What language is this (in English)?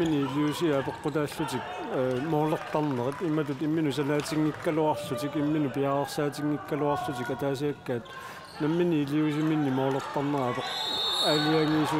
Kalaallisut